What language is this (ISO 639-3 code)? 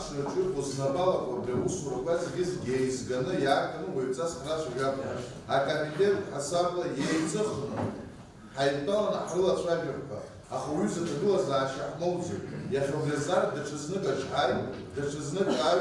abk